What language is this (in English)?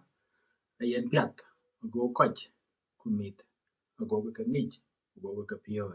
Dinka